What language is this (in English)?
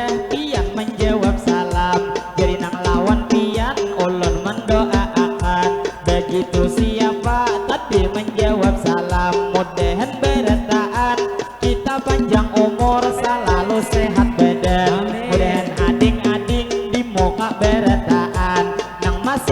Banjar